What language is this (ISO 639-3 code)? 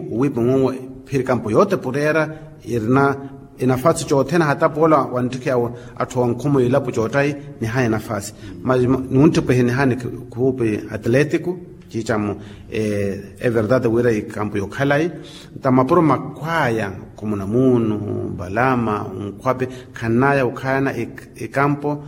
vmw